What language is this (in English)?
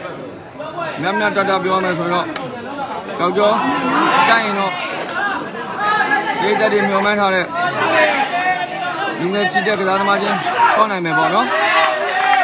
Burmese